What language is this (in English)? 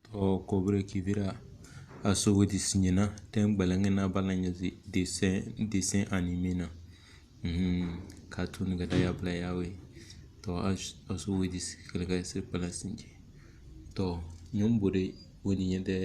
Tem